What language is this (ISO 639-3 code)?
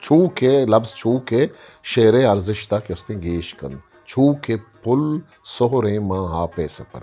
bgp